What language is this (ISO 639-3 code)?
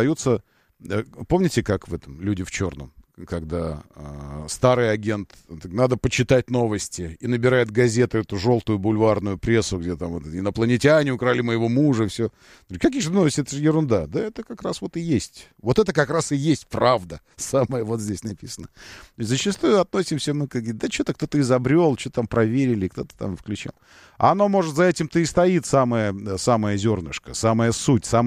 rus